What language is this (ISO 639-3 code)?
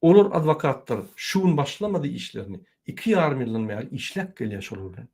tuk